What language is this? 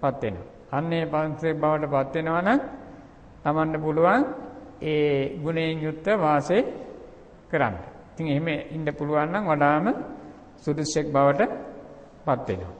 Sinhala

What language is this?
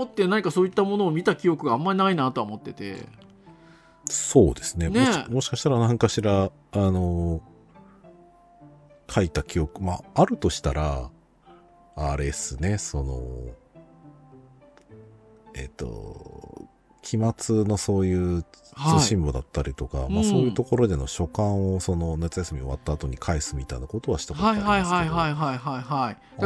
Japanese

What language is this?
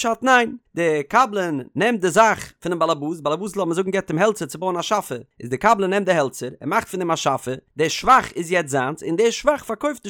Yiddish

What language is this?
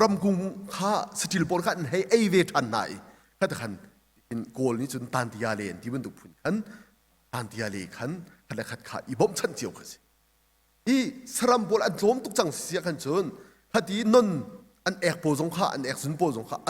Hakha Chin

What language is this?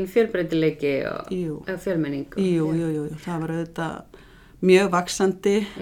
Icelandic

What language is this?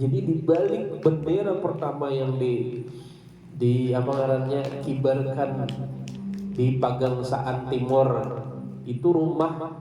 Banjar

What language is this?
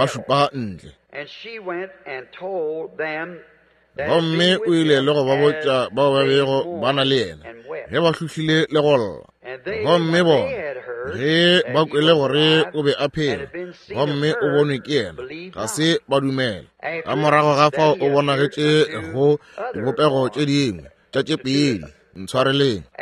Northern Sotho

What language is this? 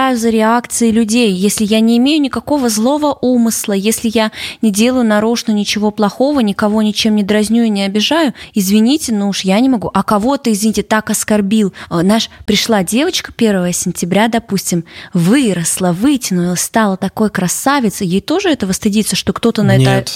Russian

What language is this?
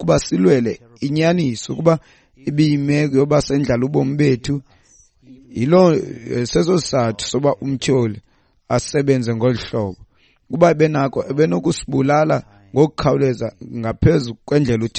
Xhosa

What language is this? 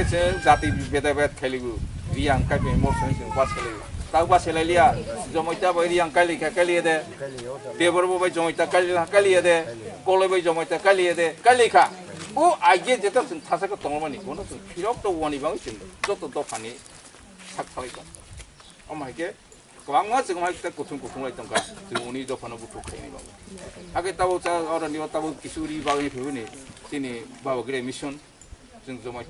Kok Borok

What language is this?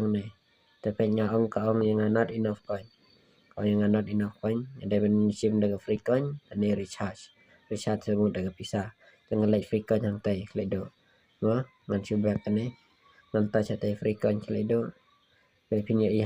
Khasi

